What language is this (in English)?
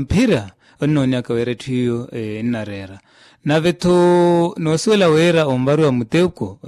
Makhuwa